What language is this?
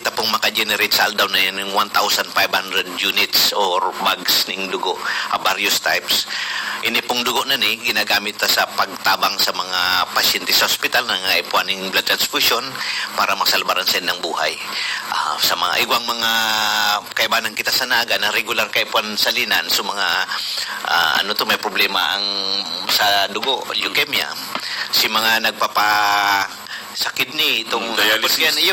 Bikol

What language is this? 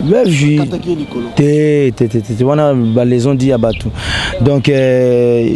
Lingala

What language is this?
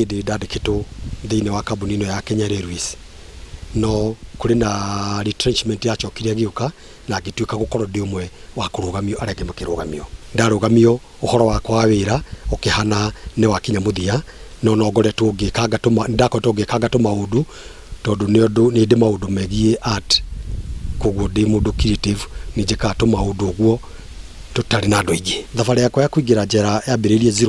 Kikuyu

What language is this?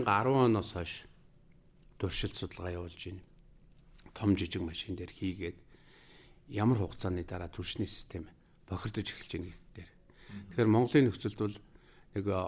Mongolian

